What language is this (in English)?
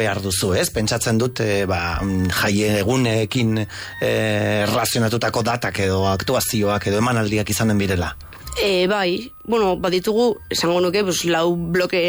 Basque